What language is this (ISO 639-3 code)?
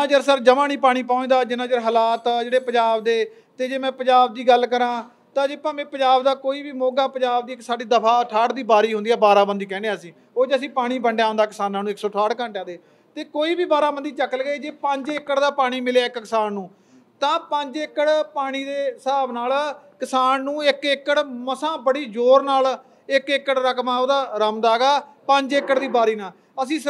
pan